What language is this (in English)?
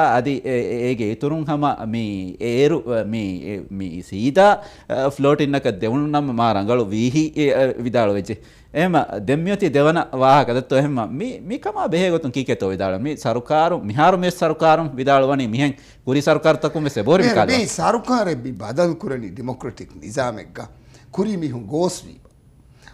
Divehi